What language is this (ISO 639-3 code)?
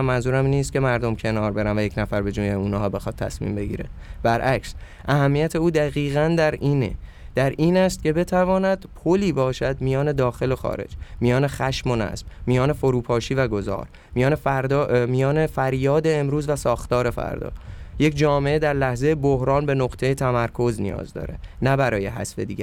fas